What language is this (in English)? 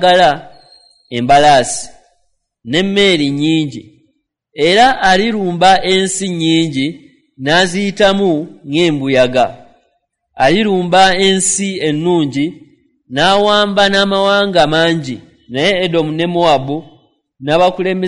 Ganda